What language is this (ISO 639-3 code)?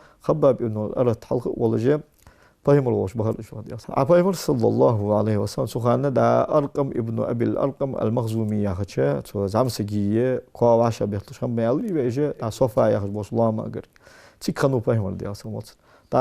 inh